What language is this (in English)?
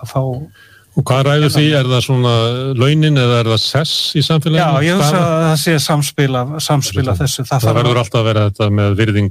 Icelandic